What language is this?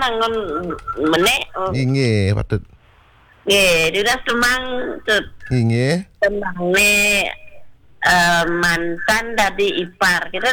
Balinese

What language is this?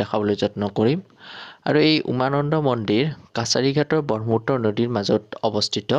Assamese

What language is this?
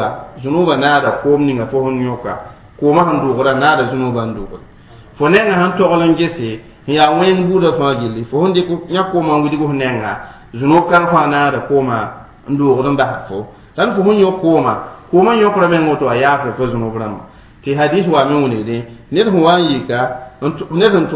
Mossi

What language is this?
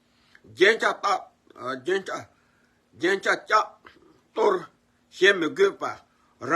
Tibetan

